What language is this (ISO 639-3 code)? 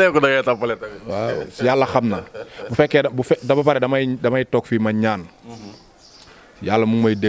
wol